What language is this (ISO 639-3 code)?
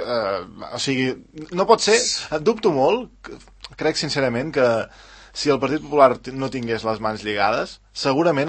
cat